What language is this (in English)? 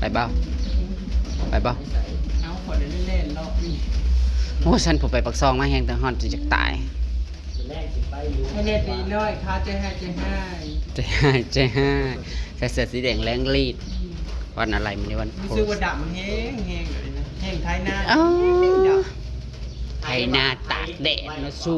Northeastern Thai